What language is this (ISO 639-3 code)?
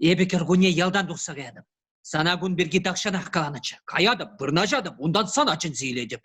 chv